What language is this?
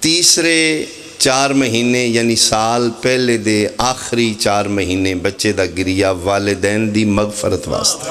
Pahari-Potwari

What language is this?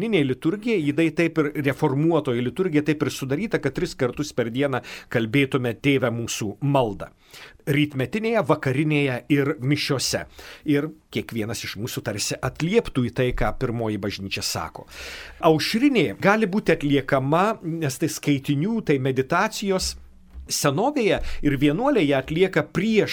Lithuanian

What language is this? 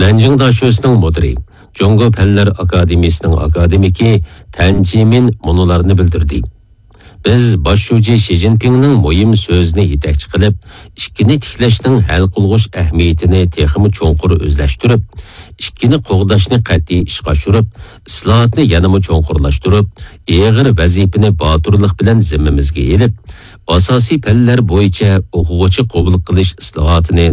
Uyghur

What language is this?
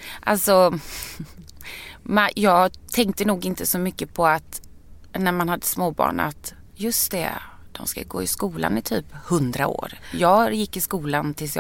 Swedish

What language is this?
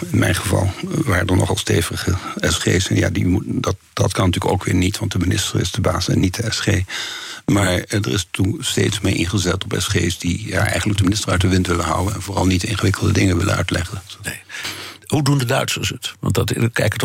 Dutch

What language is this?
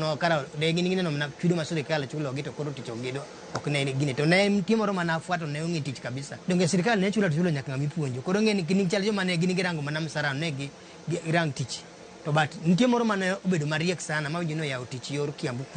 Luo (Kenya and Tanzania)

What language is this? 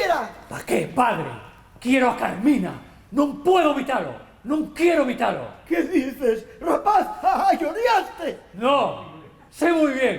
Asturian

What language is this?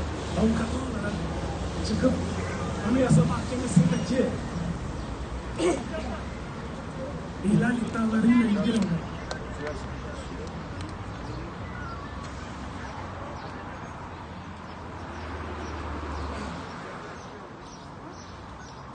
Turkish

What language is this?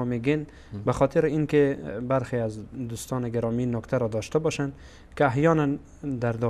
Persian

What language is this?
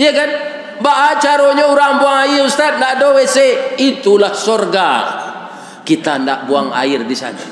Minangkabau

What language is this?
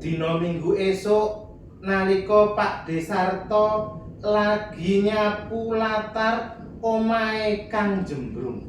Javanese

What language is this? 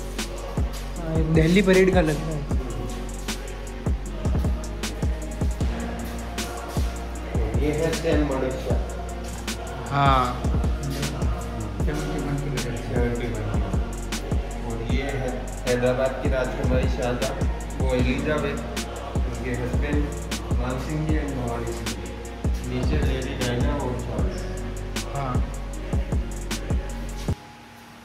Hindi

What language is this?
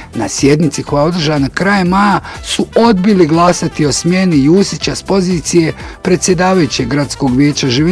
Bosnian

